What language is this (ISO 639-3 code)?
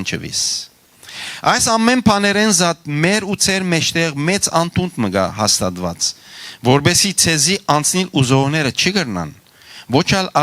hyw